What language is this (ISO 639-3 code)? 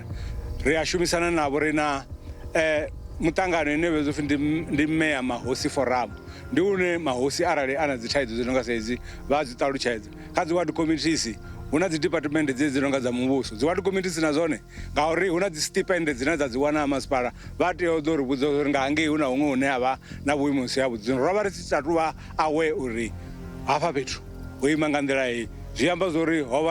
ven